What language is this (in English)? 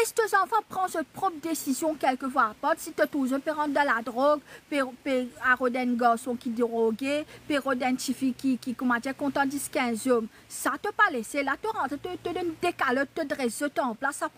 Morisyen